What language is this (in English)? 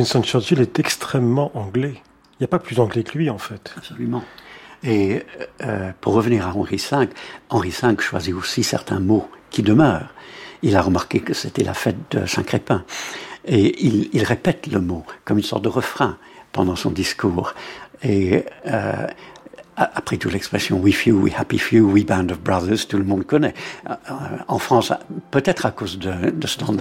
French